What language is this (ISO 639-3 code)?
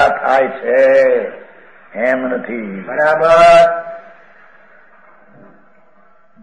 guj